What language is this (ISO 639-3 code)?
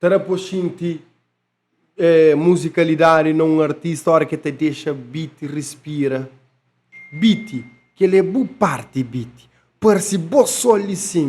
kea